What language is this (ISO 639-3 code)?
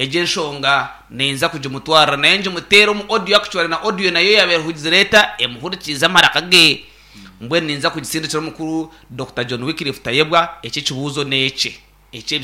nyn